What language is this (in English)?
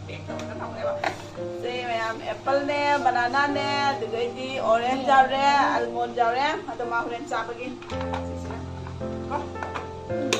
Manipuri